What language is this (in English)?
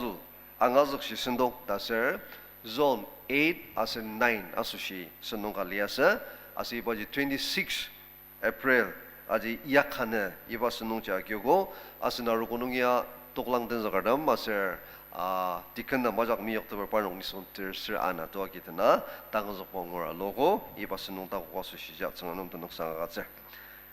Ao Naga